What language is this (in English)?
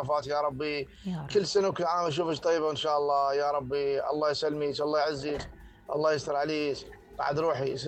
Mesopotamian Arabic